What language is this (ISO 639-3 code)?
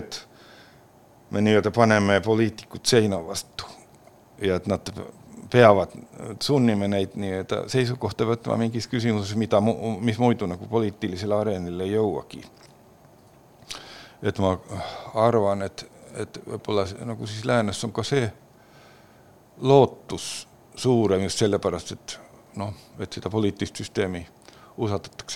est